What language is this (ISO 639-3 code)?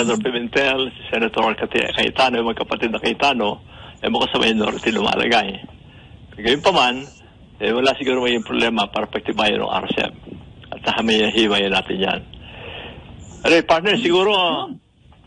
fil